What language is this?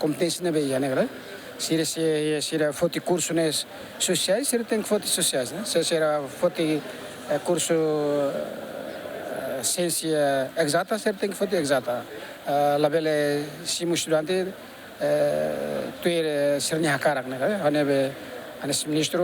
Tetum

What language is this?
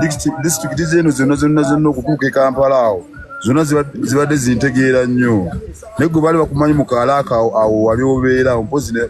Ganda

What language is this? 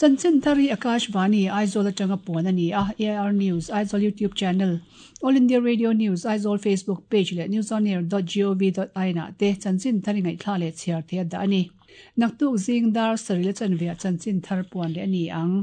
Mizo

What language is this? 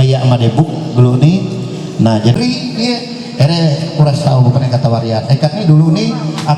Ma'anyan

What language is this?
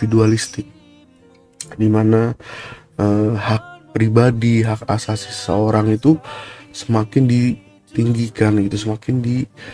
Indonesian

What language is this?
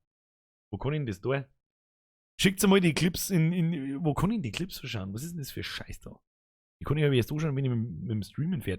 Bavarian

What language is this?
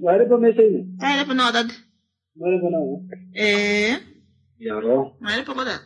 Kuanyama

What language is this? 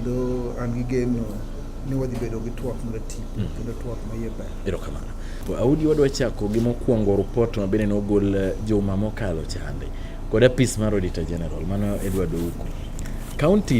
Luo (Kenya and Tanzania)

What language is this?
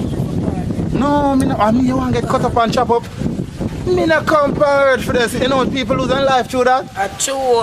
Jamaican Creole English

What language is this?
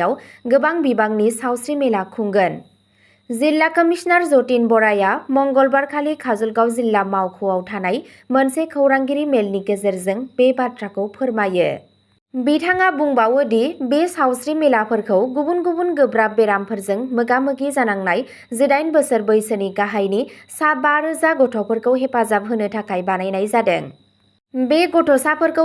Bodo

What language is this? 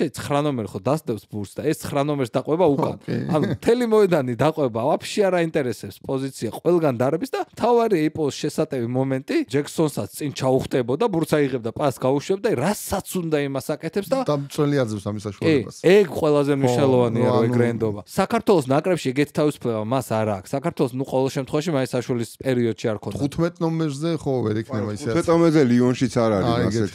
Georgian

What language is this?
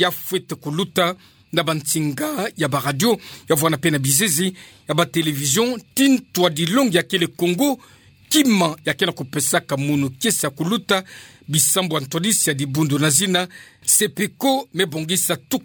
Kituba (Democratic Republic of Congo)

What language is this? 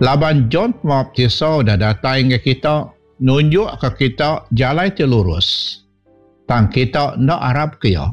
Iban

